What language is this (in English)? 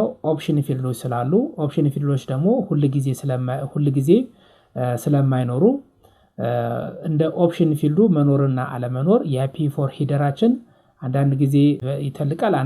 Amharic